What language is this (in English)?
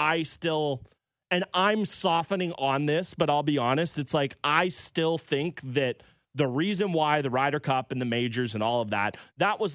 English